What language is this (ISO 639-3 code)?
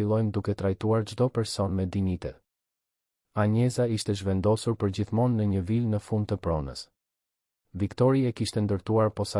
sqi